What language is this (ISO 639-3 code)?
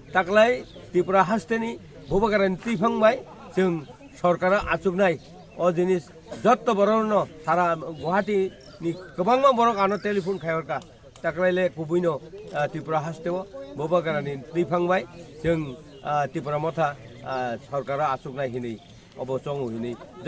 trp